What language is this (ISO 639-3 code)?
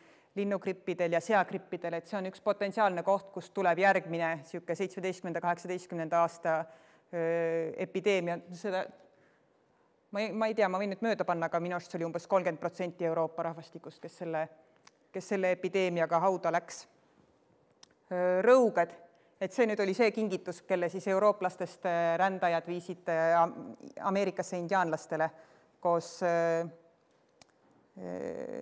est